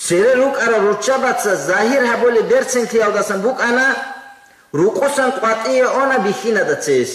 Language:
Avaric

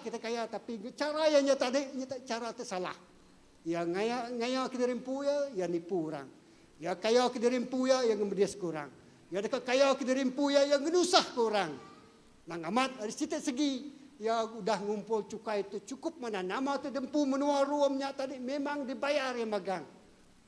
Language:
Iban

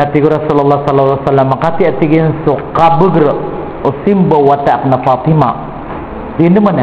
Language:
Maranao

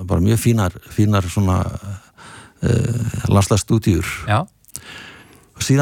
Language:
Icelandic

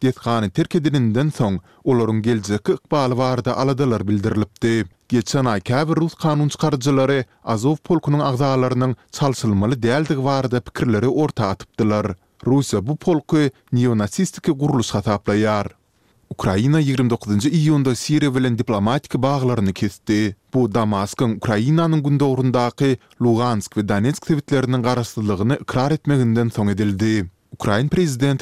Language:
Turkmen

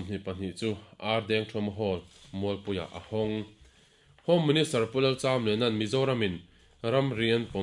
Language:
Mizo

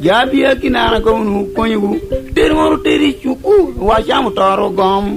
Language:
Lango (Uganda)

